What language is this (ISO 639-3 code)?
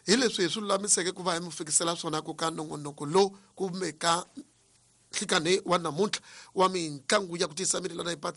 tso